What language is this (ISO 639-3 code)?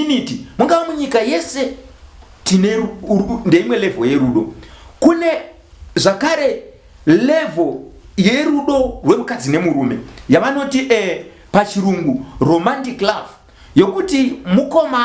sna